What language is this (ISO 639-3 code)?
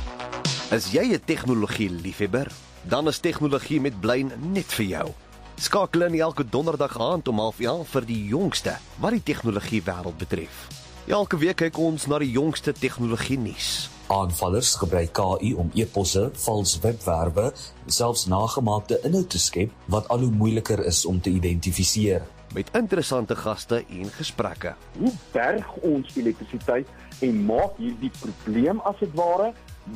afr